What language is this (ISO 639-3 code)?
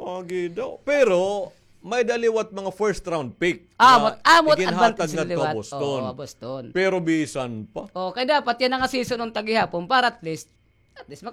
war